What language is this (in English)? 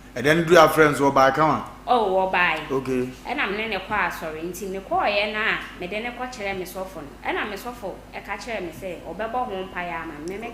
Akan